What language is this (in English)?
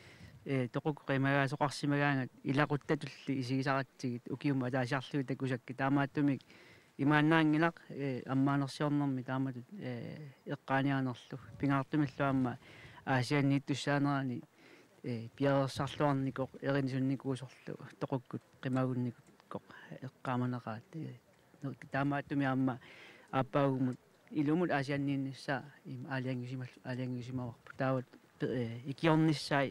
Kalaallisut